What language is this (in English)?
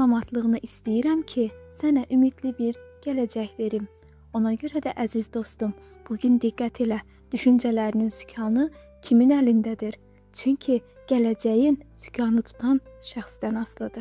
Azerbaijani